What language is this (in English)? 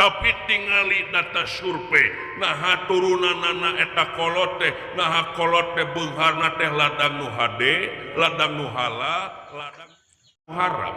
Sundanese